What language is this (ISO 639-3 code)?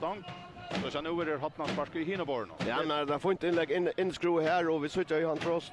fao